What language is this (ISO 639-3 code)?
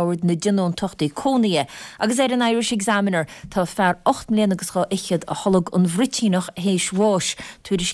gle